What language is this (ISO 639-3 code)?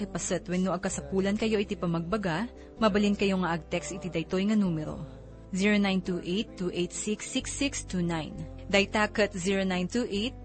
ilo